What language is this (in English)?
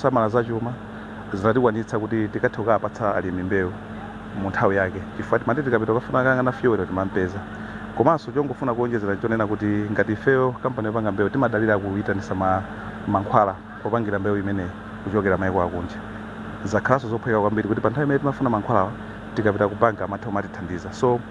Nyanja